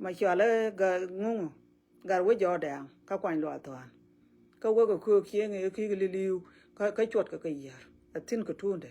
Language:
Nuer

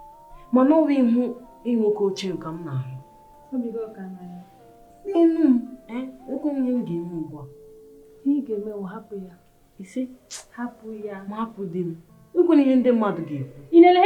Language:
Igbo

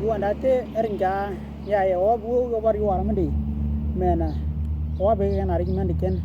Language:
Western Dani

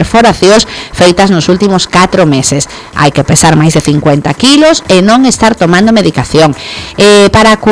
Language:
Galician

